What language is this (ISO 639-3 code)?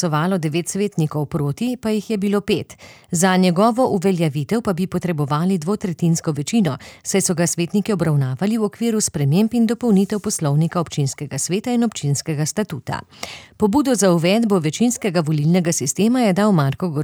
slv